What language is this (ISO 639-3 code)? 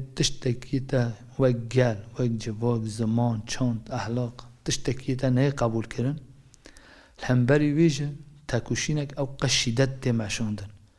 kur